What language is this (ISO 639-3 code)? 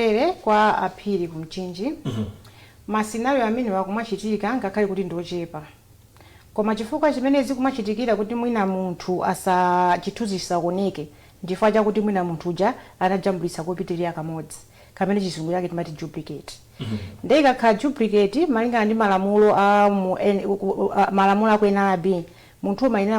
nya